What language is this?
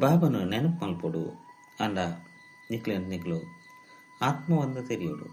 Tulu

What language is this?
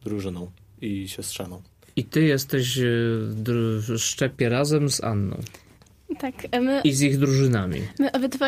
Polish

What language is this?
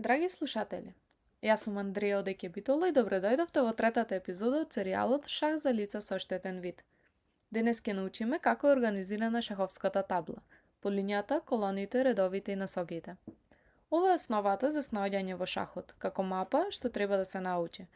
Macedonian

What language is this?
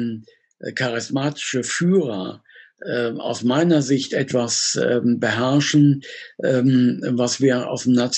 German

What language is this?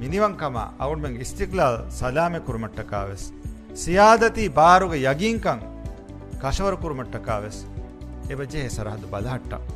Divehi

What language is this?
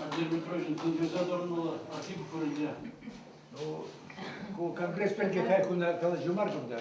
Chuvash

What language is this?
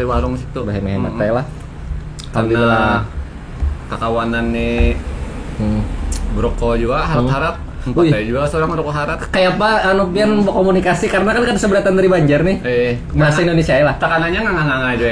Banjar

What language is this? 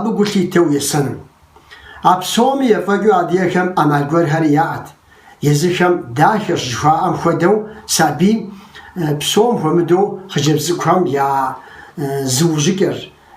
Kabardian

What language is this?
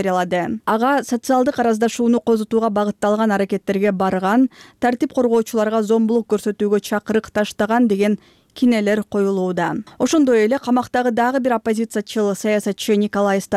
Kyrgyz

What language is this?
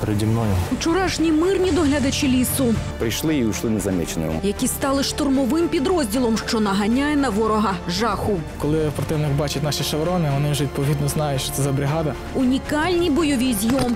Ukrainian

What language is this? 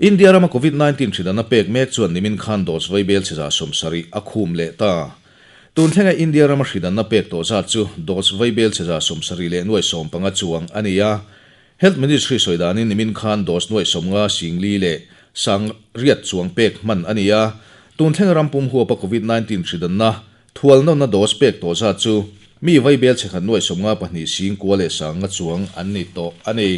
Mizo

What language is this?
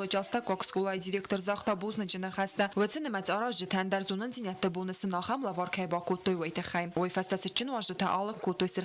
Ossetic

